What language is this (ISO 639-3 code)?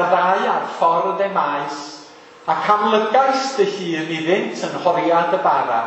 cym